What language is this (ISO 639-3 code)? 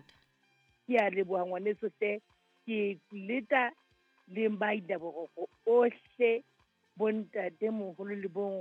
sot